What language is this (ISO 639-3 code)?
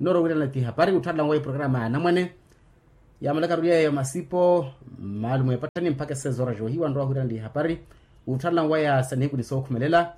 vmw